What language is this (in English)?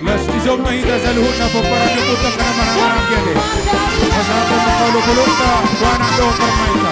Batak Toba